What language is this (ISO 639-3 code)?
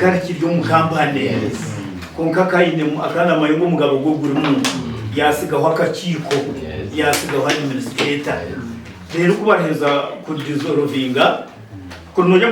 nyn